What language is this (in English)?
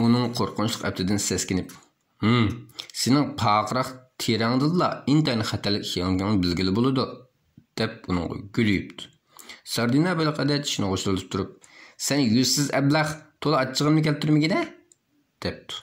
Uyghur